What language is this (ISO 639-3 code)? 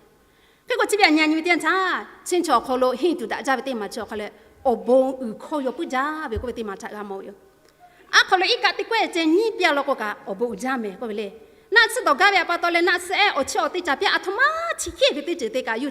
lhu